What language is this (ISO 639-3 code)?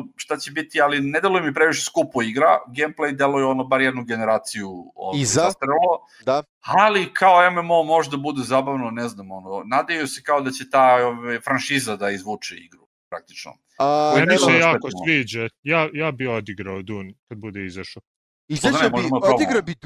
srp